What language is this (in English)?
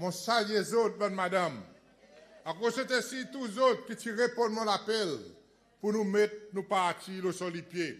Seselwa Creole French